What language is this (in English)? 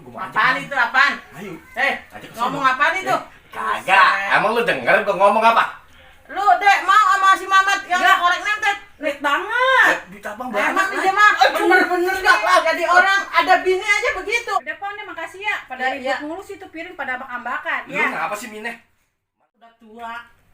Betawi